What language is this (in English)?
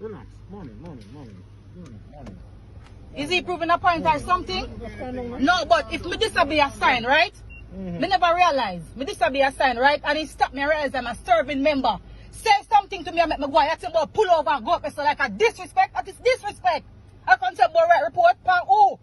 Jamaican Creole English